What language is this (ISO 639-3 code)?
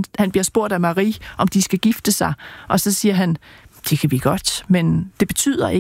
dan